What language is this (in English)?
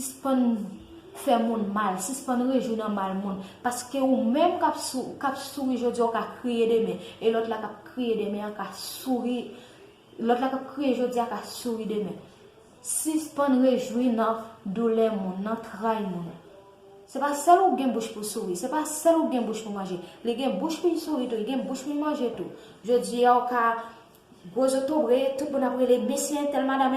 Haitian Creole